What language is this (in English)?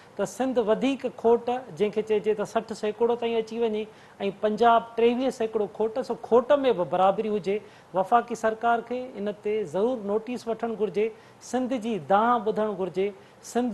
Sindhi